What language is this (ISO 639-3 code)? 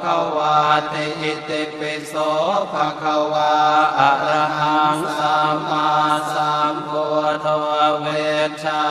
pli